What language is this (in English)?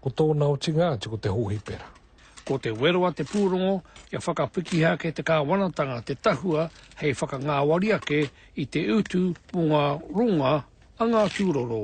Māori